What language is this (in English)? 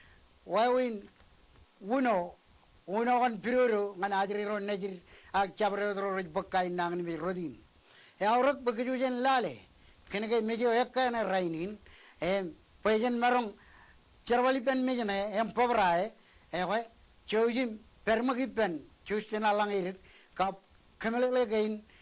Marshallese